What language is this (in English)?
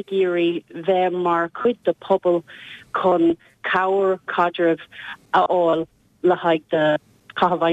Irish